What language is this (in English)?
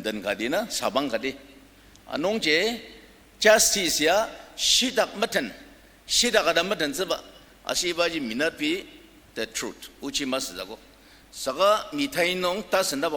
Ao Naga